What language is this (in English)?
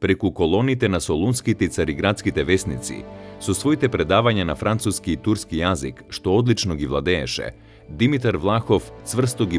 Macedonian